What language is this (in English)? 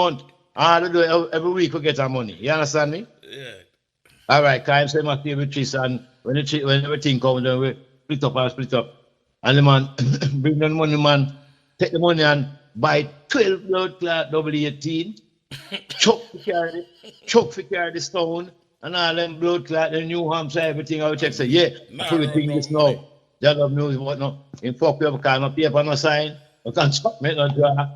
Jamaican Creole English